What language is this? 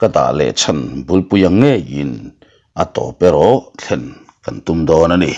Mizo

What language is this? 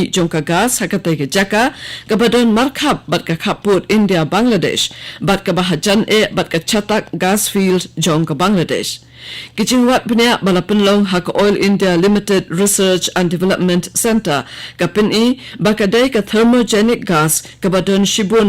Khasi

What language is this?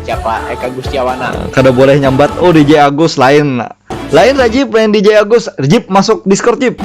Banjar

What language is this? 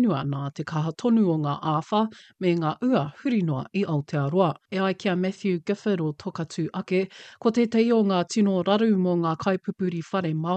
Māori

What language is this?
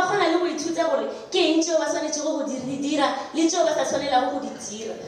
Northern Sotho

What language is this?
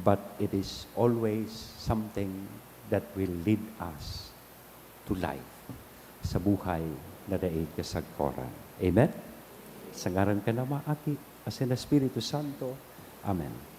Bikol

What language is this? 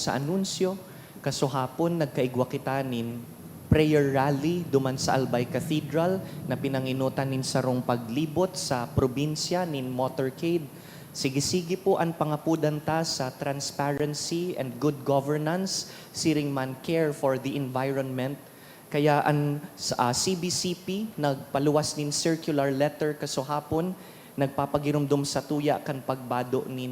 Bikol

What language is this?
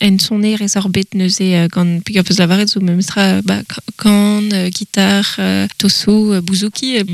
Breton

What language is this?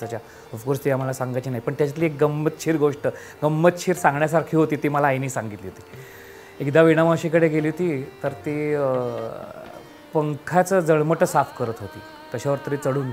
Marathi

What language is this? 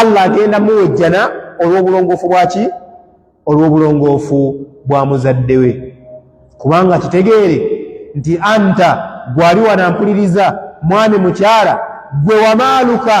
Ganda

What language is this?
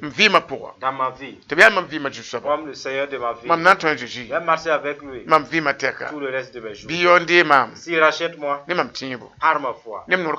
Mossi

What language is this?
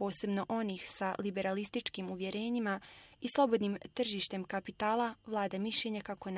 Bosnian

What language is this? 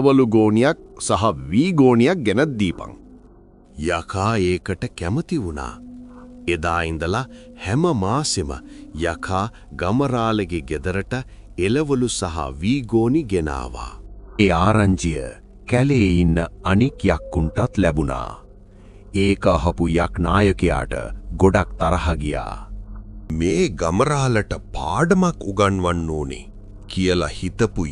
Sinhala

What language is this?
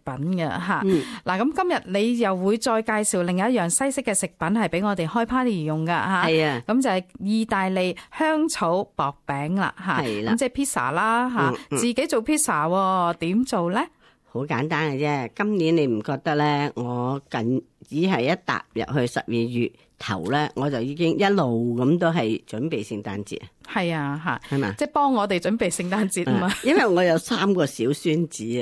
Cantonese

